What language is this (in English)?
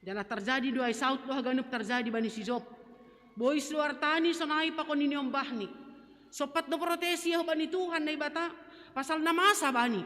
Batak Simalungun